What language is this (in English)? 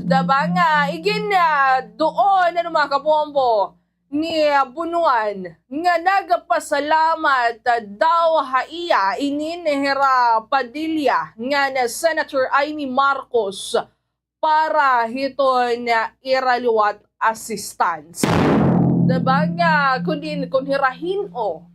Waray